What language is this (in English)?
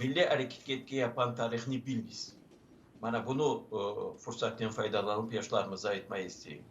Crimean Tatar